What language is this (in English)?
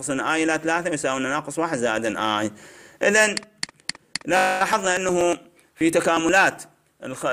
Mesopotamian Arabic